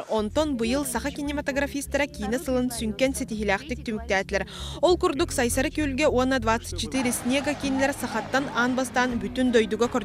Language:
Yakut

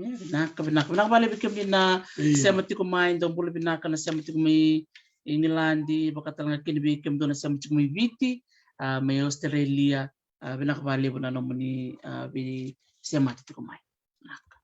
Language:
Fijian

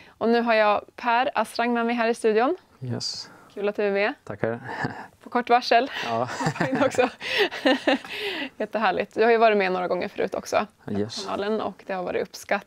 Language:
Swedish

